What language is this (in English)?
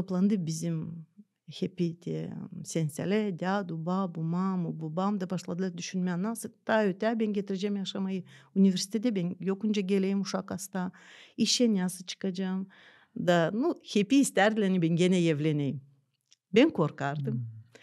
Gagauz